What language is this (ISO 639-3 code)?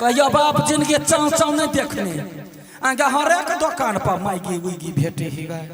mai